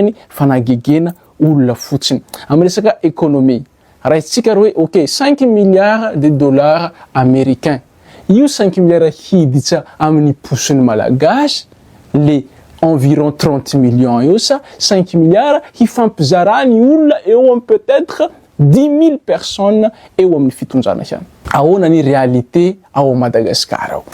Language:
Malagasy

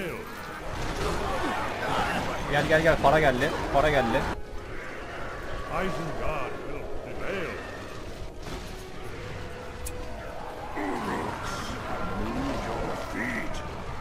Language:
Turkish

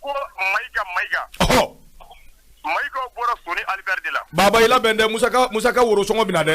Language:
Bambara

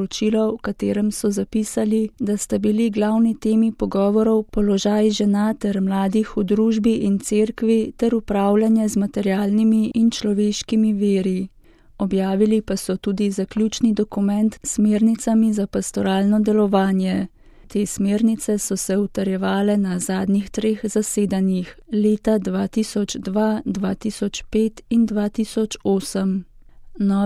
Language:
Slovenian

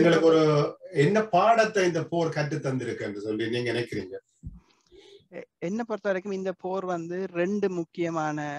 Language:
Tamil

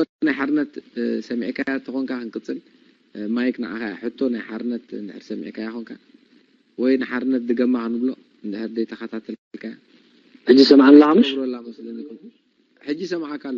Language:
Tigrinya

